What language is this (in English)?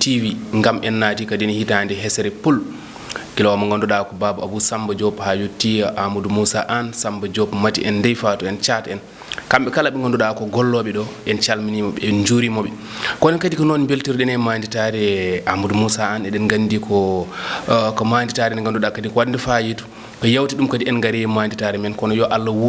Fula